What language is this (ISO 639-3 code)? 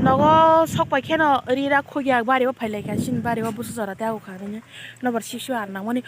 trp